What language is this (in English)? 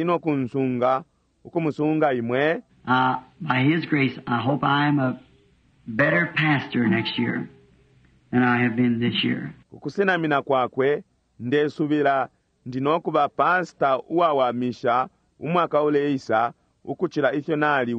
Bemba